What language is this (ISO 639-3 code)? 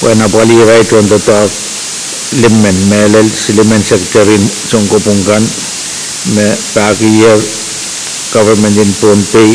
pon